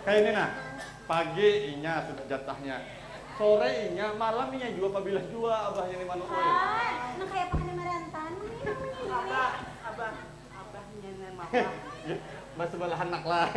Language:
Banjar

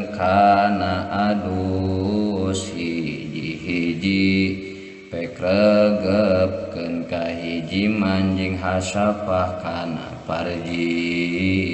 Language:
Sundanese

